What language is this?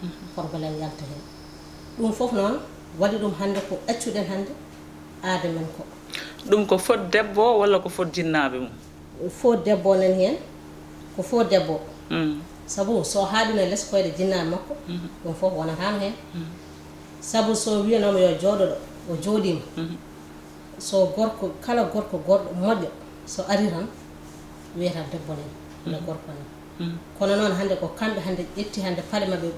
Fula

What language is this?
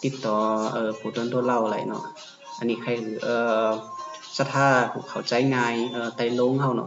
Shan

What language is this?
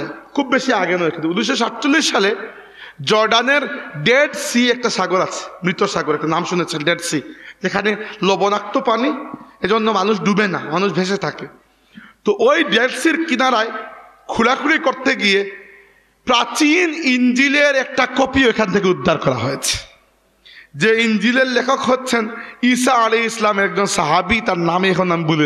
Bangla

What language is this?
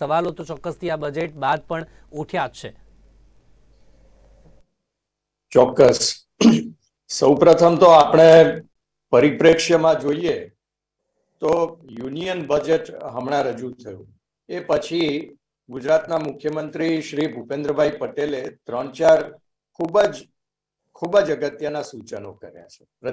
Gujarati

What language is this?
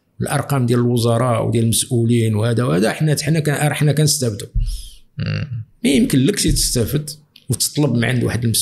Moroccan Arabic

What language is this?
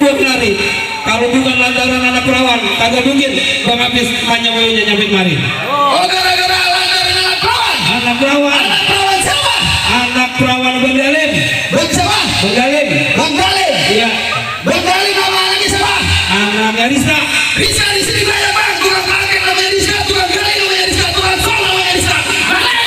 Betawi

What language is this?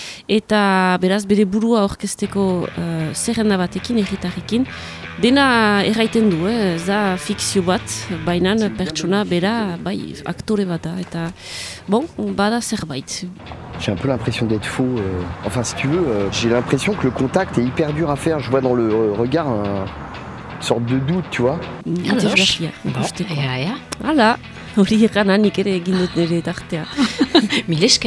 Basque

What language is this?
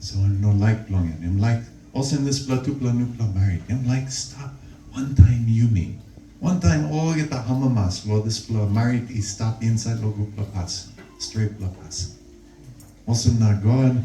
Tok Pisin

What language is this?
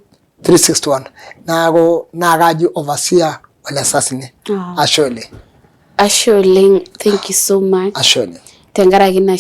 Masai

